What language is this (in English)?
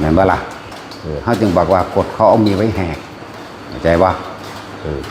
Lao